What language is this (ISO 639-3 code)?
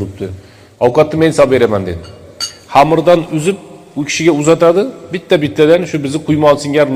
uzb